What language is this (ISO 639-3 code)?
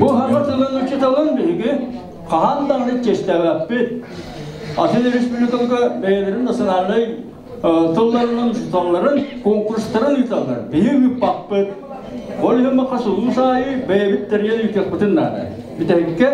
sah